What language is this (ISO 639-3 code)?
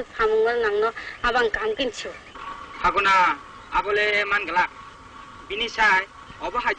trp